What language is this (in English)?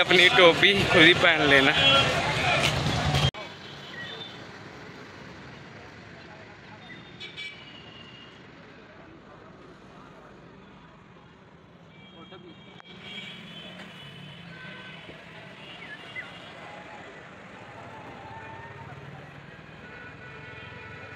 Hindi